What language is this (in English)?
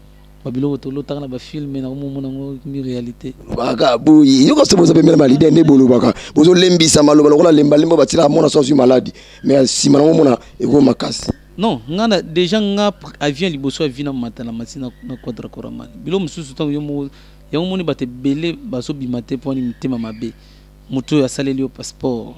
Lingala